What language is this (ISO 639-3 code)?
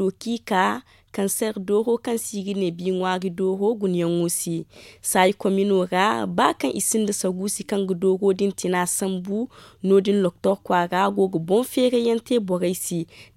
dje